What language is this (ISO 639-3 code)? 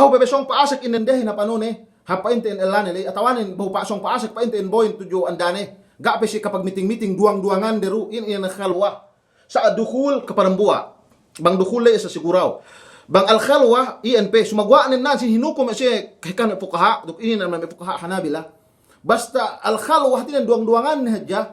yka